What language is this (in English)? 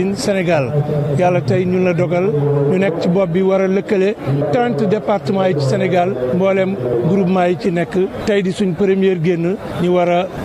Wolof